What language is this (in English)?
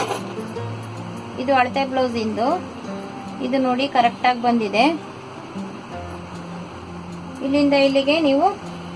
Kannada